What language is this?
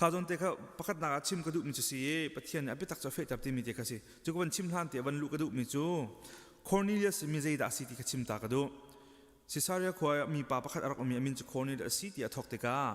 Hakha Chin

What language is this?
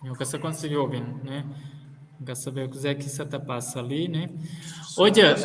Kabuverdianu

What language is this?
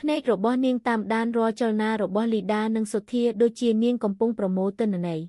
Khmer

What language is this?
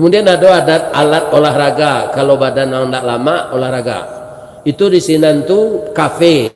Minangkabau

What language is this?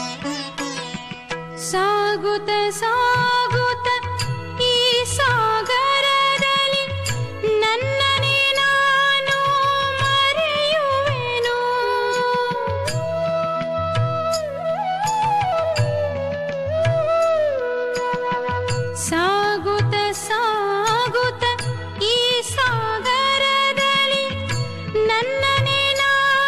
Kannada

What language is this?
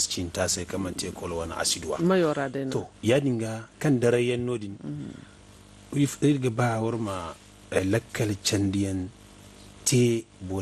Zarma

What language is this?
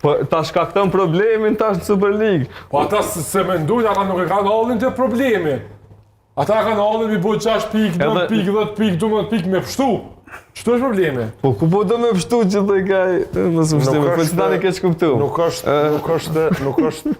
Albanian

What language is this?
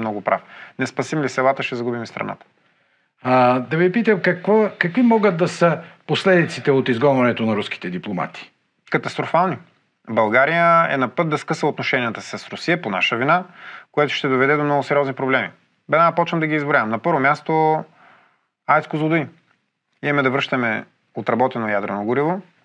Bulgarian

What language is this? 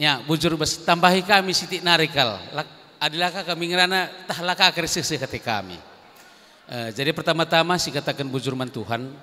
Batak Karo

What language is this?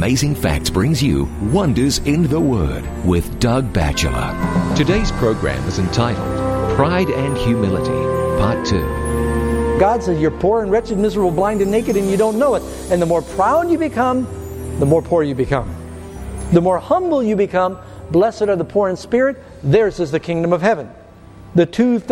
English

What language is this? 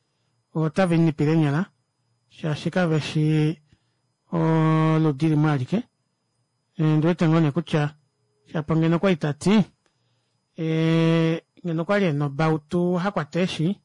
Kuanyama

